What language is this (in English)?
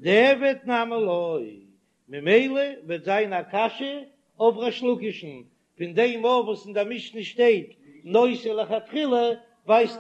Yiddish